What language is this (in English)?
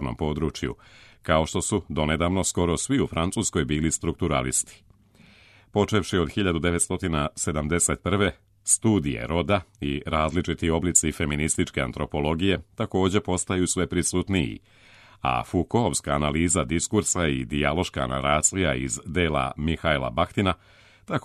Serbian